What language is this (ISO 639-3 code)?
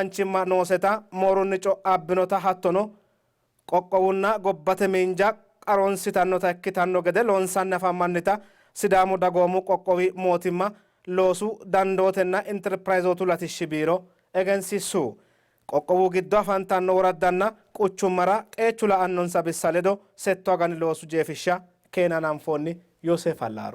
sid